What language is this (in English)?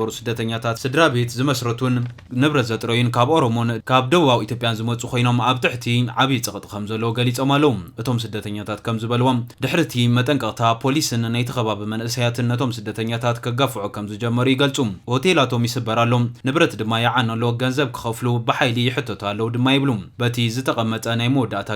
Tigrinya